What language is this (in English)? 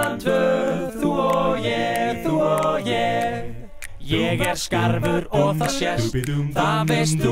Icelandic